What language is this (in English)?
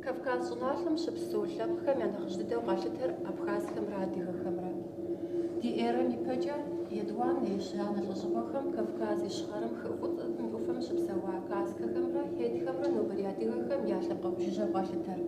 Kabardian